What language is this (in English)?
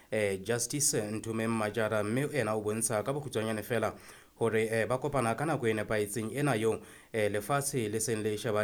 Southern Sotho